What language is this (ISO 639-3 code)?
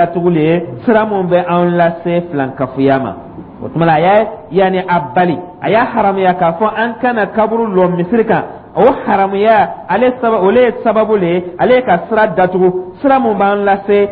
dyu